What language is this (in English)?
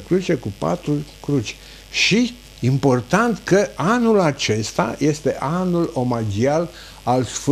Romanian